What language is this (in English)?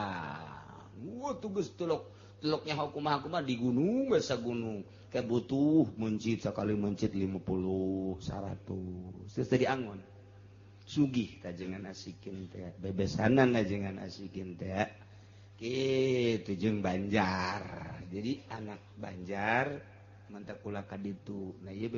Sundanese